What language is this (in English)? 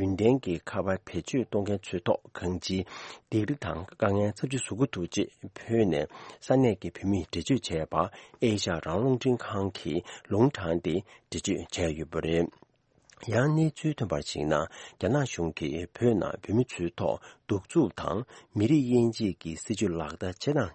Tibetan